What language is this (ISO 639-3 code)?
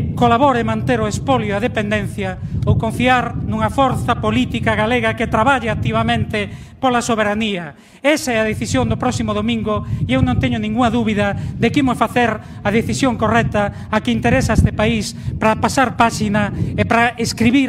glg